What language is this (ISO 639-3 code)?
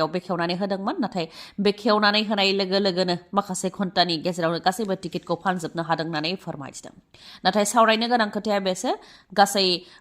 brx